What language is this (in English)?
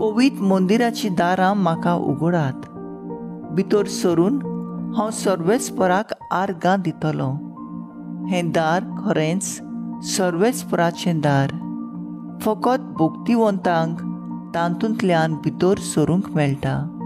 Konkani